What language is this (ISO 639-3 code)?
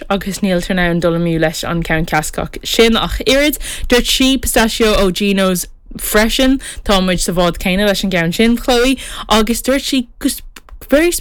gle